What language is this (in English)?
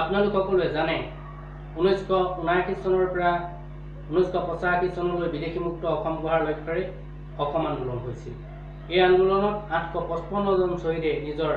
Assamese